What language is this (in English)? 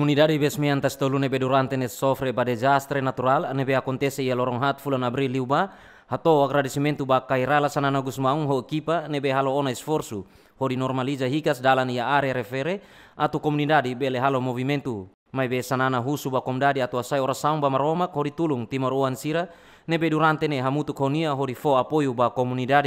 Tetum